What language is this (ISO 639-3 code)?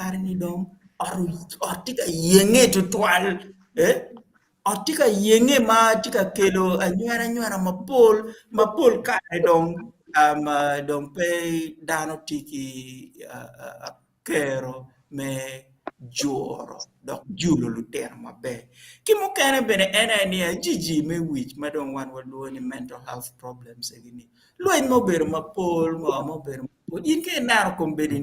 ach